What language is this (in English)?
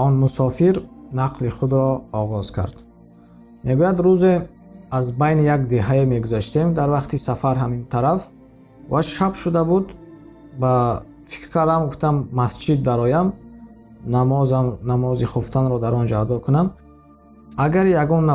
Tajik